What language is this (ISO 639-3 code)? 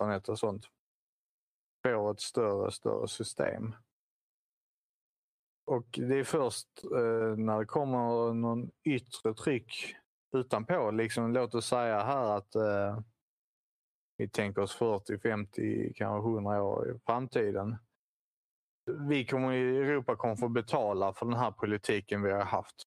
swe